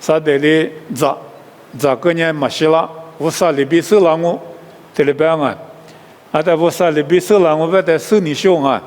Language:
Lisu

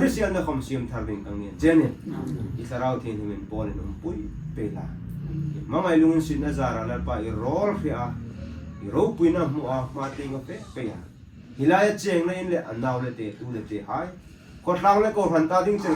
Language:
Hmar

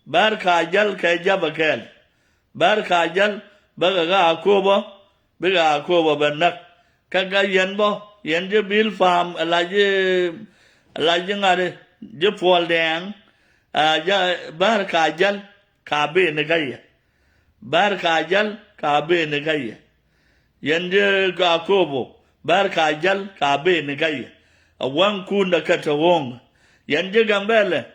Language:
Nuer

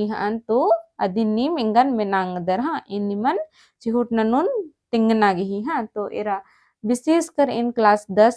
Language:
Kurukh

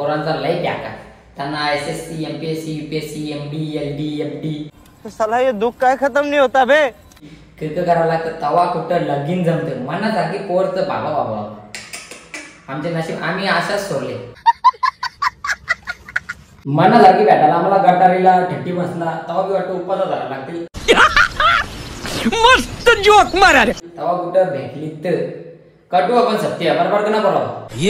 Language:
Marathi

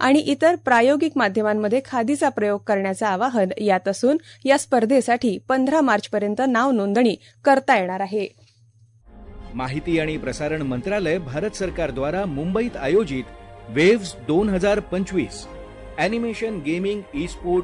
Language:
Marathi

